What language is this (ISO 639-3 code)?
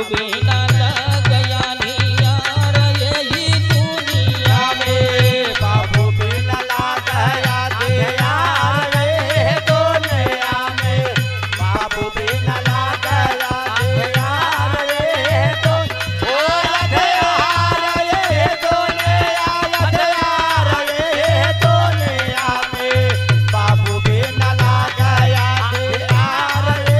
bho